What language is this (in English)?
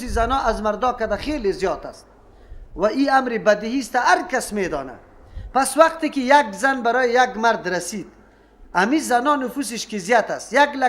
Persian